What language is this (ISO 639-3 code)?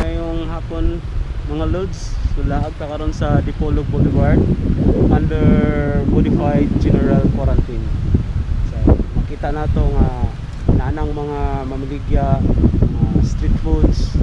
ceb